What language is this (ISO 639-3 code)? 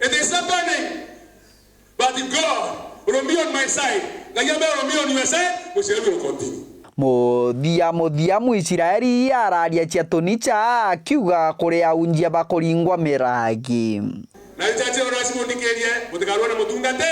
mer